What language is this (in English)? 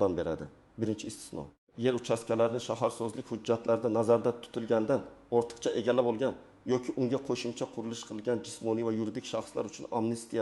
Uzbek